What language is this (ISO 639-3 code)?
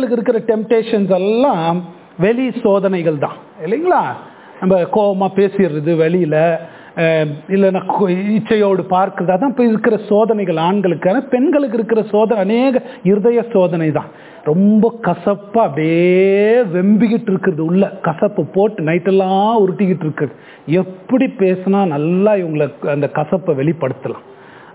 tam